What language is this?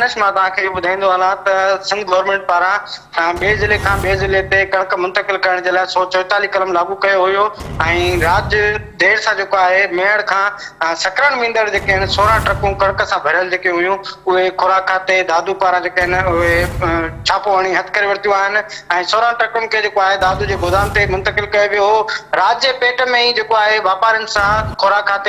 Sindhi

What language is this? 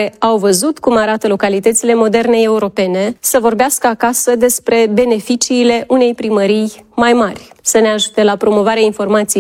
Romanian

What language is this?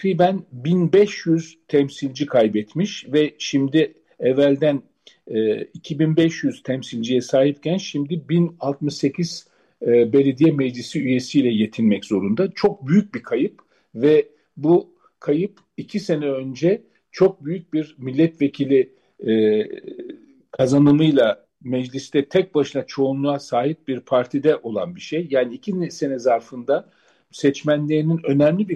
Turkish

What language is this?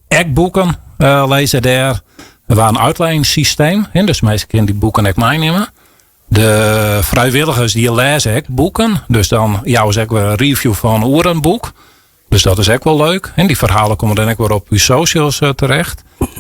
Western Frisian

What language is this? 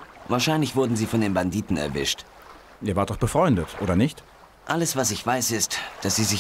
Bavarian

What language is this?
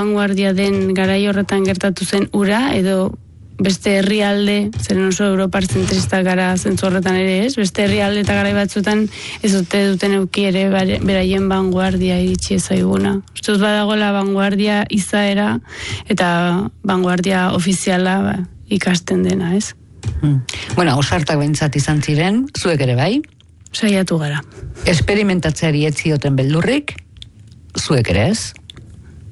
Basque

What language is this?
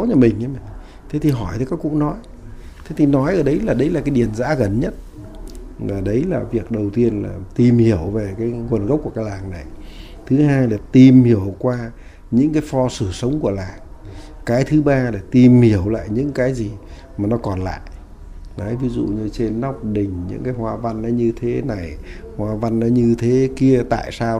Vietnamese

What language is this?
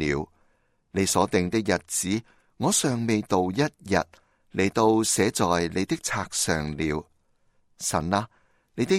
Cantonese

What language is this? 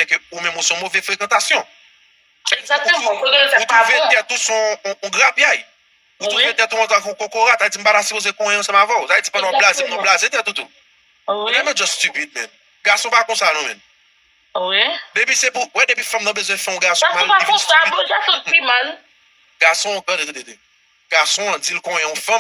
Haitian Creole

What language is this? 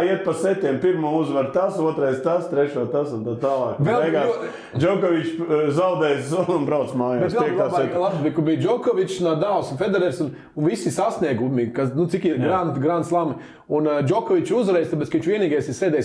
Latvian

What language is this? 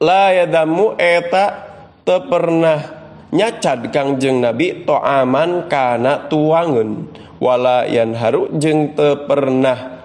Sundanese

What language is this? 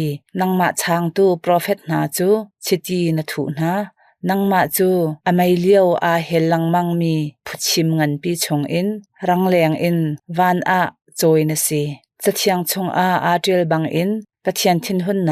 Hakha Chin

